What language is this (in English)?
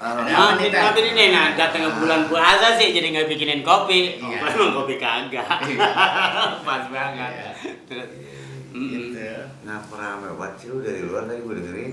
Betawi